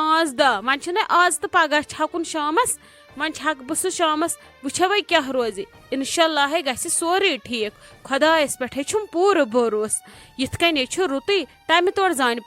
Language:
Kashmiri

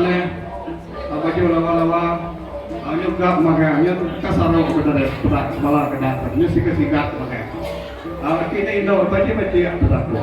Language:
Iban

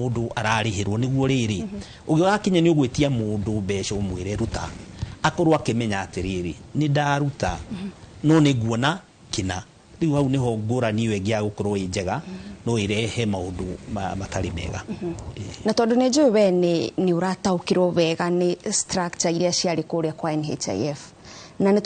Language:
Kikuyu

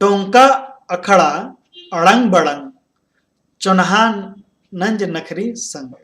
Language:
Kurukh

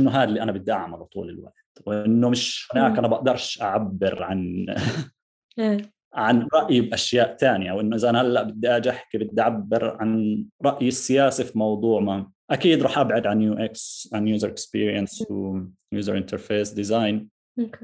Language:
North Levantine Arabic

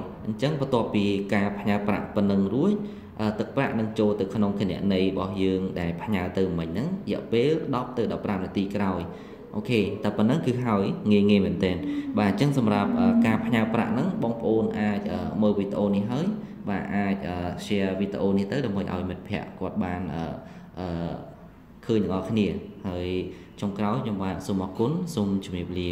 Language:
Khmer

